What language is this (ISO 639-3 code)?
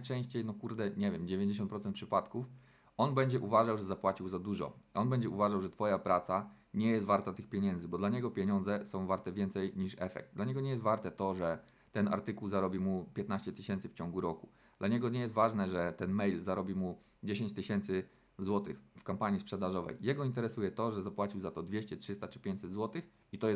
pol